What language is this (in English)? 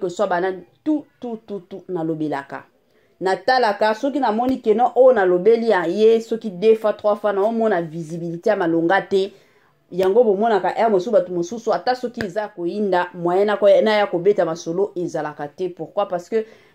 Lingala